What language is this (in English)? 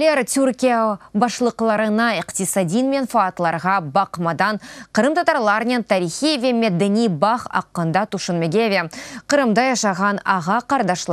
Crimean Tatar